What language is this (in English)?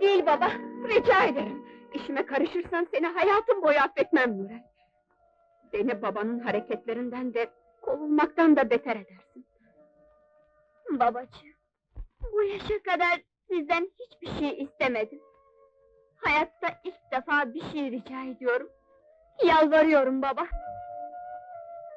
Turkish